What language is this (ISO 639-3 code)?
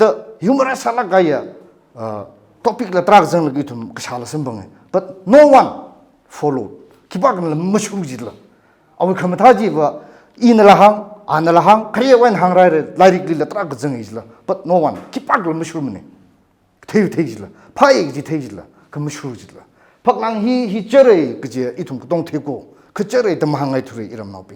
nmf